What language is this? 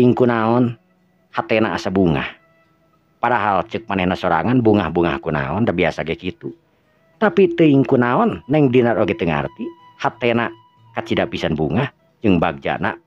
Sundanese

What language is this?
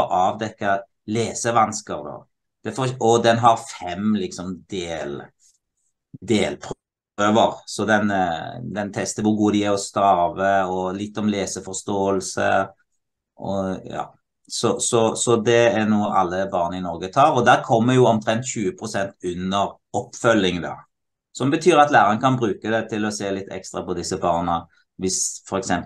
Norwegian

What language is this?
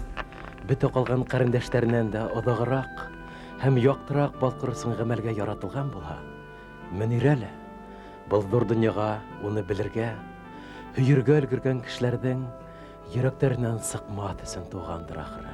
Bashkir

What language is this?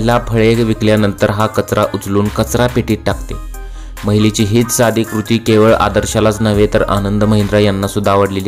Marathi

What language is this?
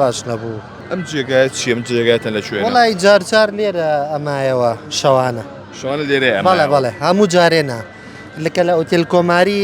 Central Kurdish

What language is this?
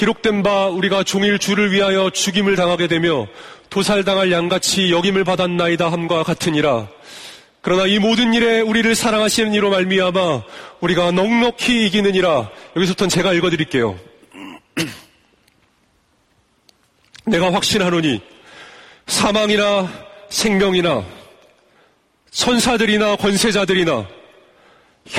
Korean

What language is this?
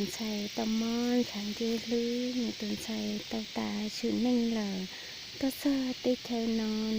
Hmong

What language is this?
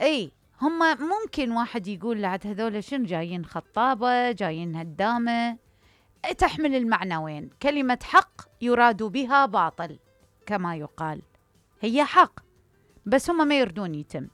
Mesopotamian Arabic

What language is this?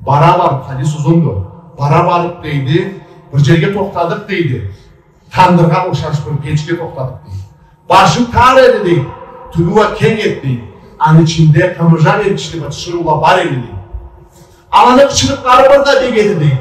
Karachay-Balkar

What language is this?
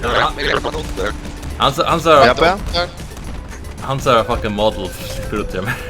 Faroese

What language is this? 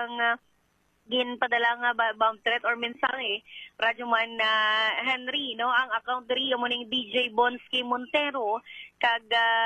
Hiligaynon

